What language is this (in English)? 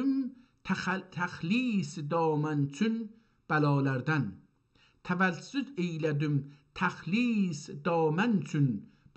South Azerbaijani